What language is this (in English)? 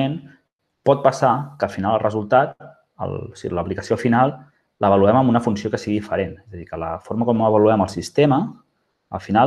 Catalan